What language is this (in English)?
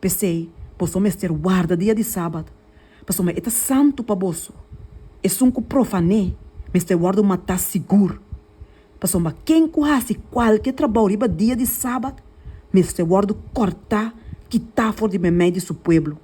Papiamento